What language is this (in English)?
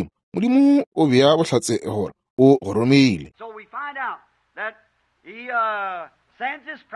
Northern Sotho